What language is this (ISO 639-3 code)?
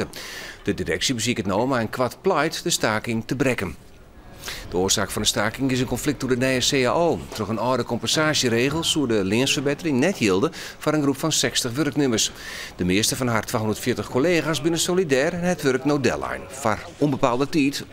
fry